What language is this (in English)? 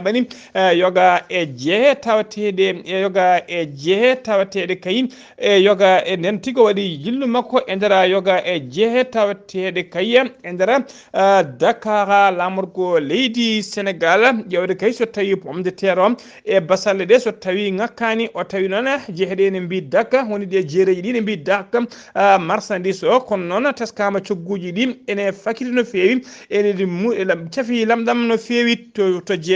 Fula